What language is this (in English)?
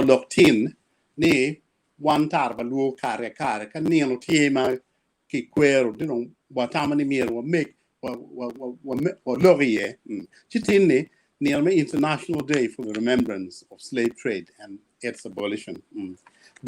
Acoli